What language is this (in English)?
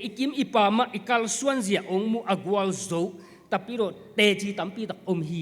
Tedim Chin